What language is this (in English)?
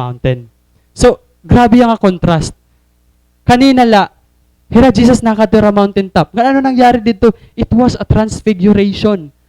Waray